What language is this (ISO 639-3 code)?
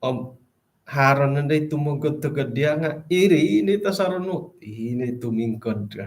dtp